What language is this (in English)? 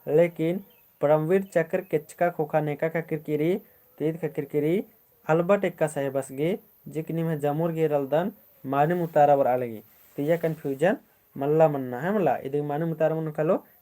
Kurukh